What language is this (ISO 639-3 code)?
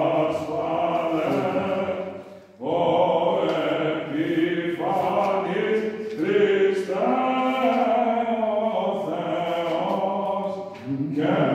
ell